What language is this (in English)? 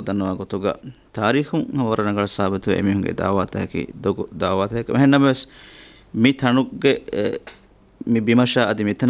Divehi